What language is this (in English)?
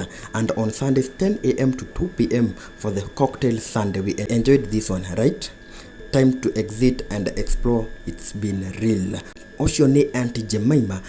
Kikuyu